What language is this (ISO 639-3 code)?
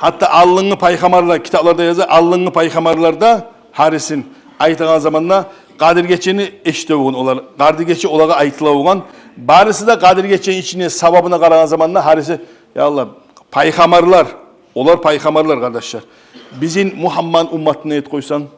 kum